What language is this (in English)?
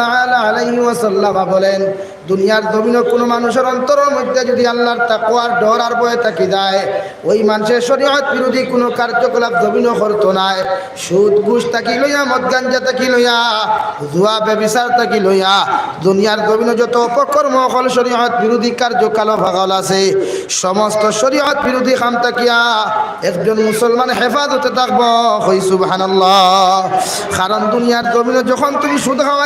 Sylheti